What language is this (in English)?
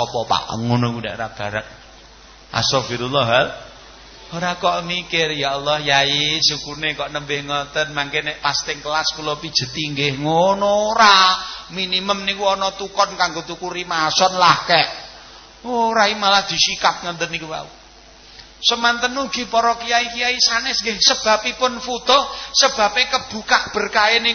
Javanese